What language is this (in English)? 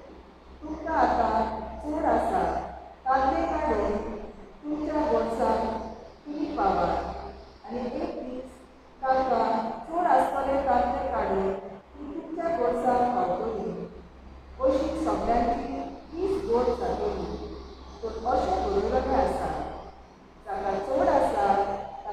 Konkani